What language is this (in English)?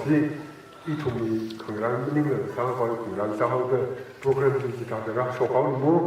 Tangkhul Naga (India)